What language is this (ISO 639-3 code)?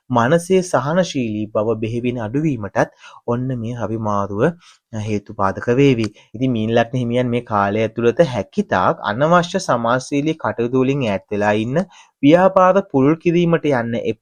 sin